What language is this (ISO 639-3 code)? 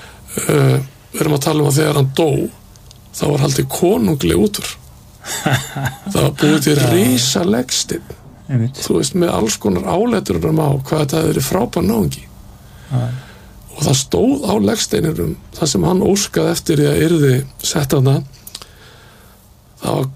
isl